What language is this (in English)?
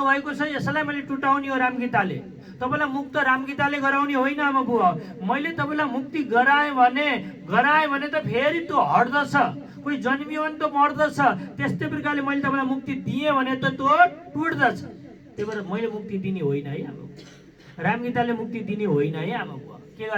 Nepali